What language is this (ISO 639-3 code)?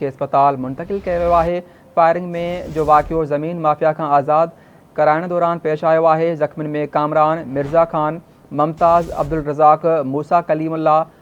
snd